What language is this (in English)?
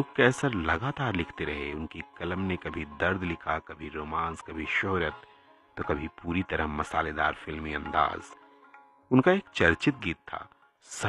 Hindi